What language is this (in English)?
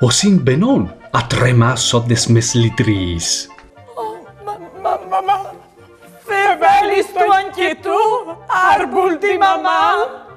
Friulian